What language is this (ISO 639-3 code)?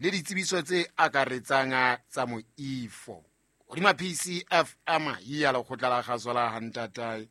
sot